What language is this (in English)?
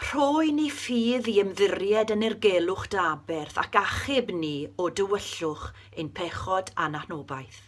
Welsh